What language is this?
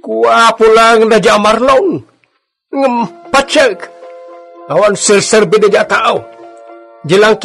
Iloko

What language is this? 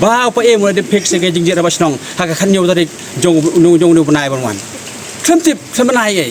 Khasi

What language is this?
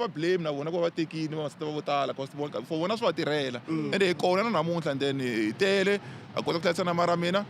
Tsonga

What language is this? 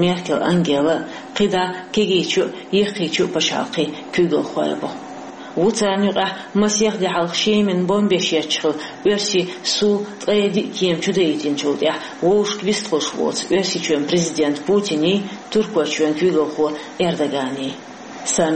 Chechen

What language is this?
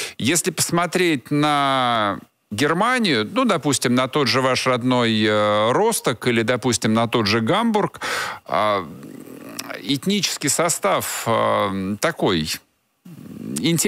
Russian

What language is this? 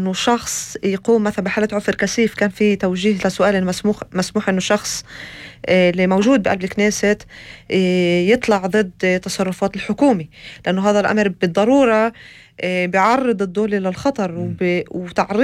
North Levantine Arabic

